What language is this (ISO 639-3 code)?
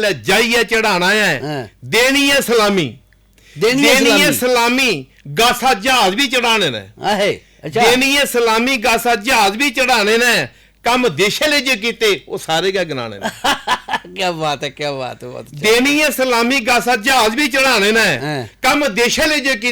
doi